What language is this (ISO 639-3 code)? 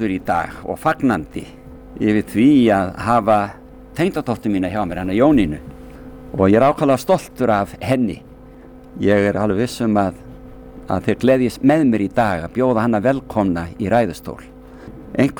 isl